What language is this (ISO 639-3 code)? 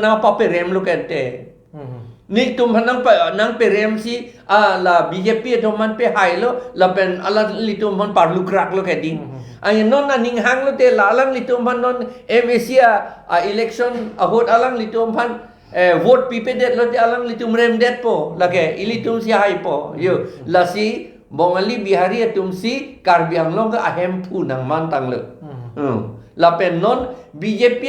mjw